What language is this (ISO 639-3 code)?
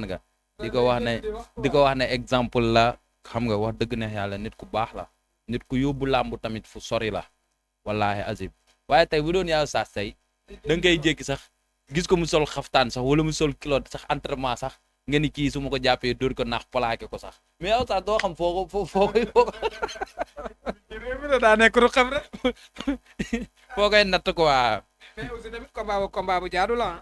wol